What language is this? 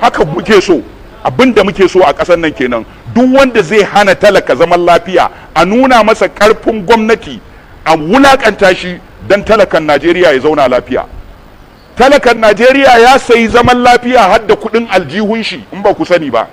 Hausa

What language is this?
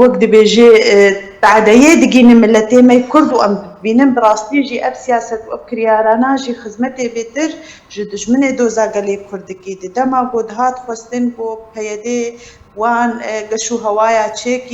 Kurdish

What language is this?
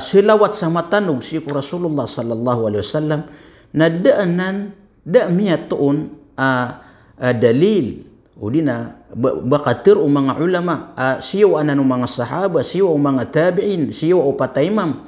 Maranao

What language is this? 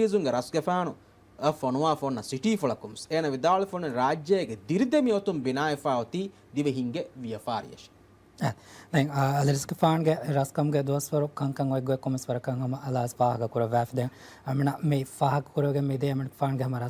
Divehi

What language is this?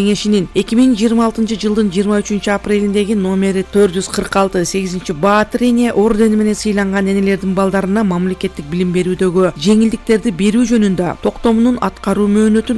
Kyrgyz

